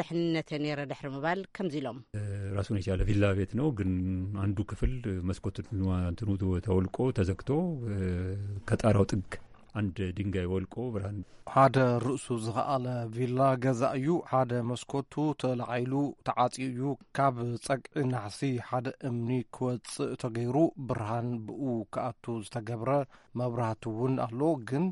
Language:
Tigrinya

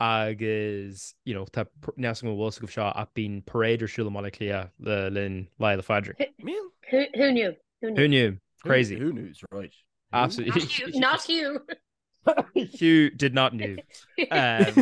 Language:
Irish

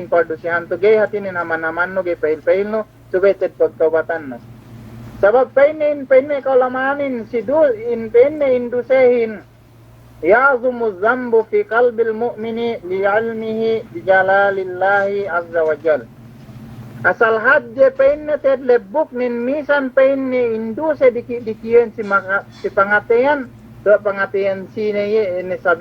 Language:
Yakan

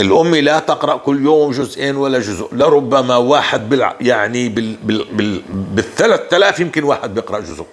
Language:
North Levantine Arabic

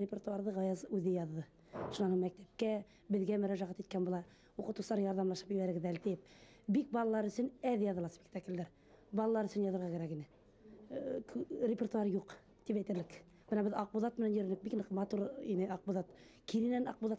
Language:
Bashkir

